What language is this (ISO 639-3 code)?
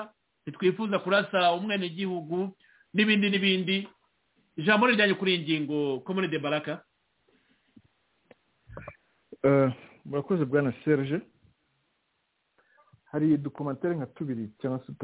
kin